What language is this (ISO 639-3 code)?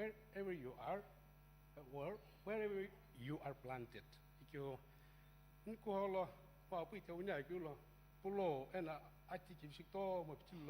nsm